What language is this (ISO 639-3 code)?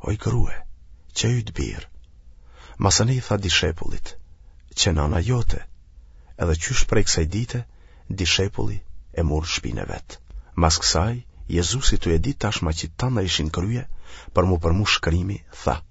sqi